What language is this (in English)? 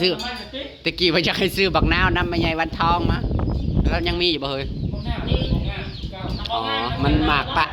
Northeastern Thai